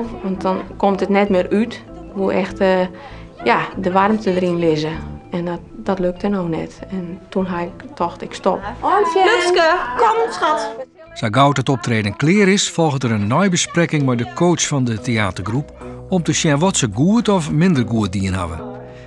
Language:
Western Frisian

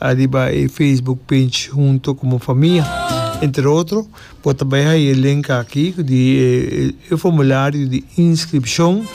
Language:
Papiamento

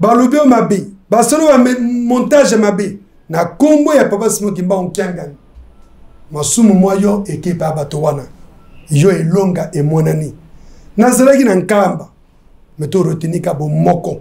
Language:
Lingala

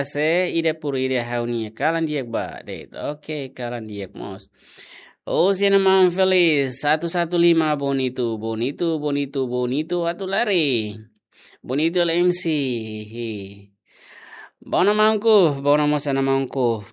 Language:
Tetum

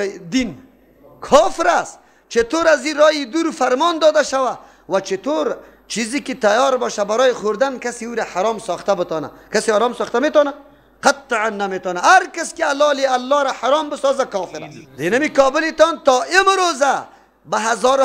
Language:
Persian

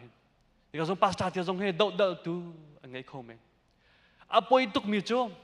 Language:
Hakha Chin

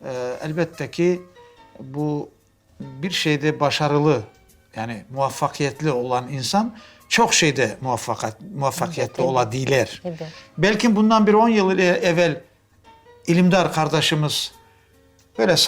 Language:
Crimean Tatar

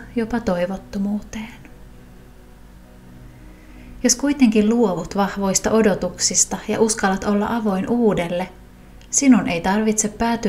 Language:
Finnish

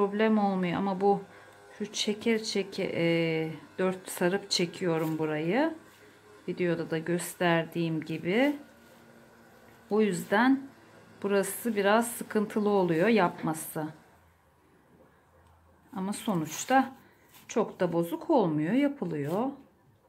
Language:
Turkish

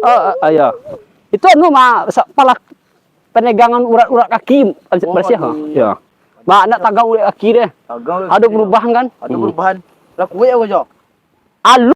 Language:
Minangkabau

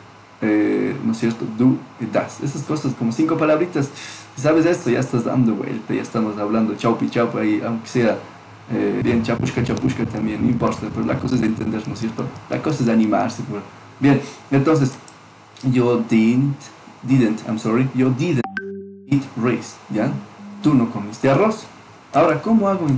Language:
Chimborazo Highland Quichua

